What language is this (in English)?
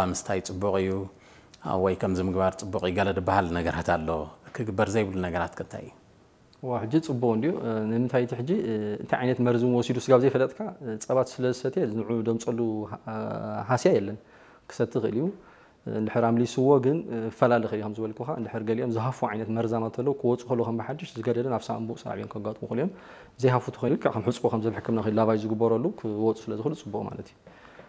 Tigrinya